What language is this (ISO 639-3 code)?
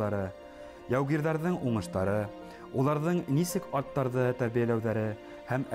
bak